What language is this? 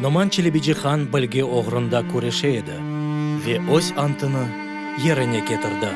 Crimean Tatar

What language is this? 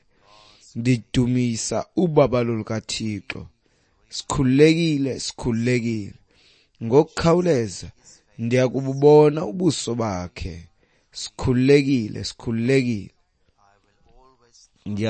Xhosa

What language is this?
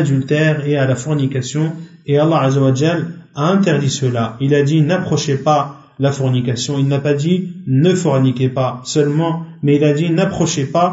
French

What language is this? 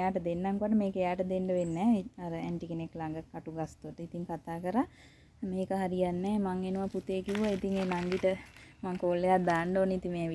Sinhala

